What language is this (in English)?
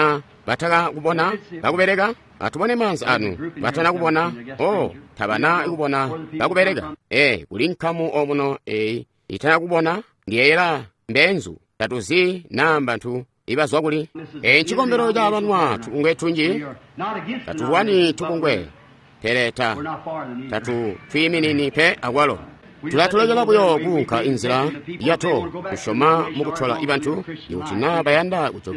Tonga (Zambia)